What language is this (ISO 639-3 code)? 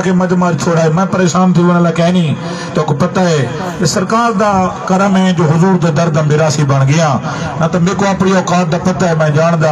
skr